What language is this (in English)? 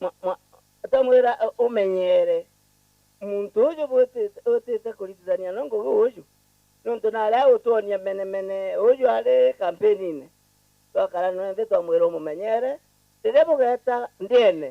Meru